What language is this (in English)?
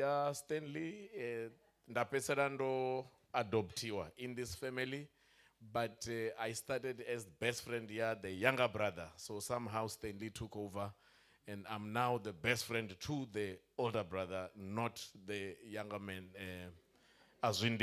Venda